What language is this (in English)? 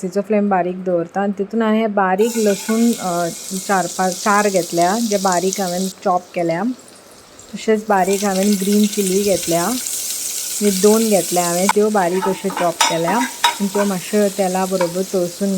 Konkani